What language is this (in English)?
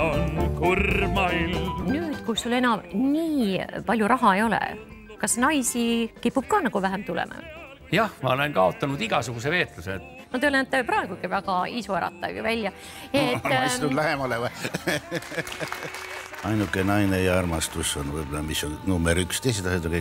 Estonian